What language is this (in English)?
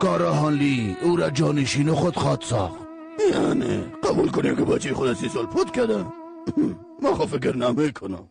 Persian